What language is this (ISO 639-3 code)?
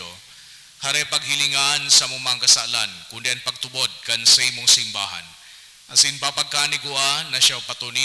bik